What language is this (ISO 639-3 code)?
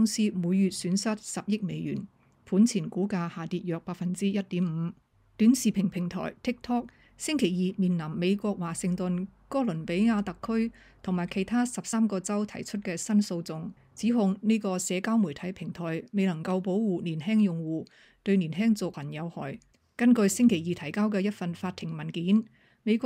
yue